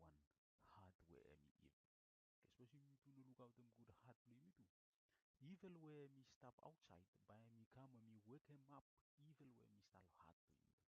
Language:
Bislama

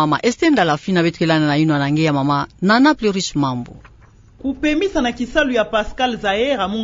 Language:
Kituba (Democratic Republic of Congo)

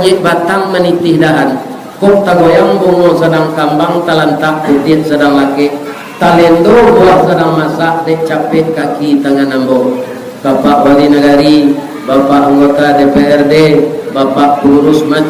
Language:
Minangkabau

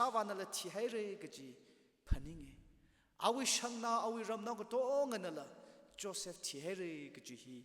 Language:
Tangkhul Naga (India)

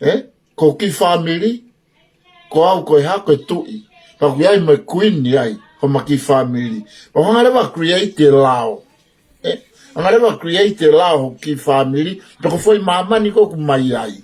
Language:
Tongan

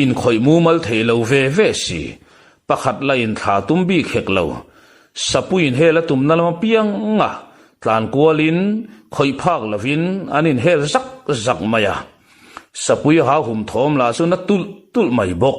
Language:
Mizo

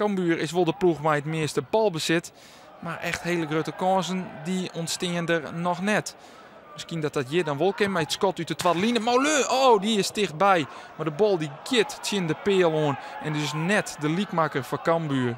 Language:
Western Frisian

